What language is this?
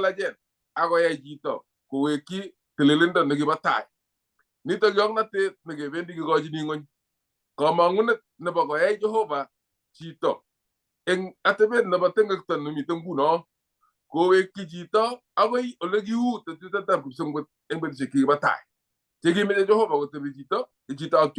Kalenjin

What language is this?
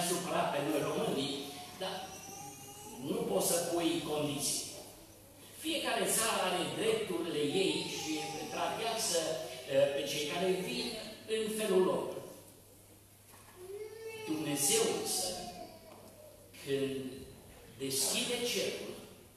Romanian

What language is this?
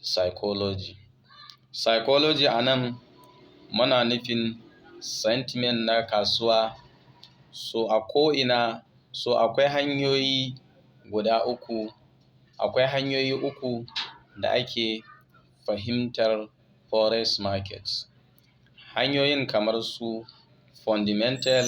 Hausa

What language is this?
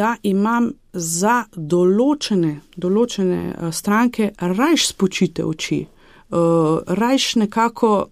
Slovenian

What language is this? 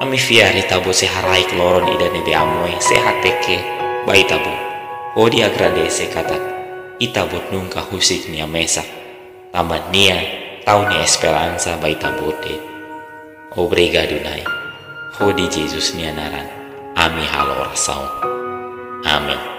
Tetum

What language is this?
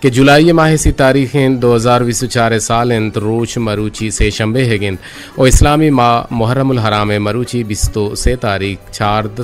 Eastern Balochi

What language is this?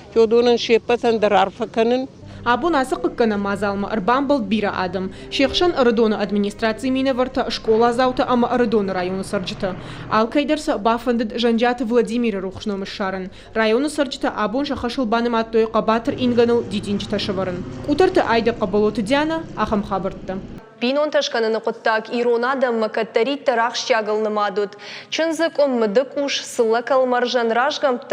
Ossetic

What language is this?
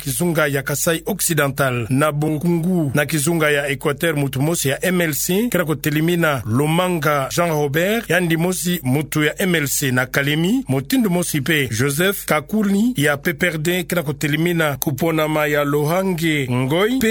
Kituba (Democratic Republic of Congo)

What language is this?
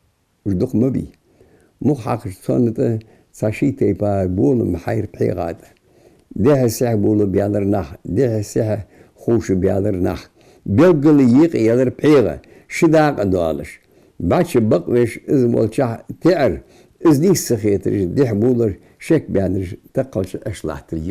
Ingush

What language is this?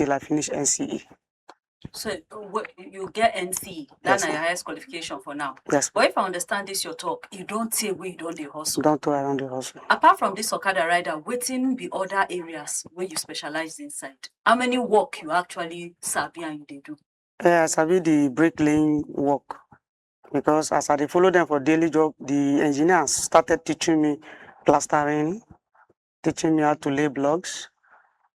Nigerian Pidgin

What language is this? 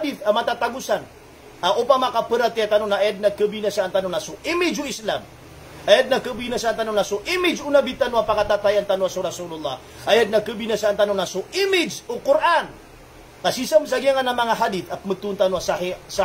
Maranao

